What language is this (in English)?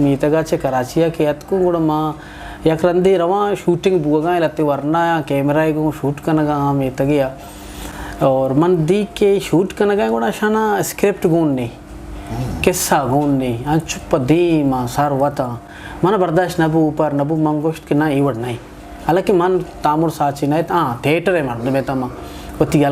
Eastern Balochi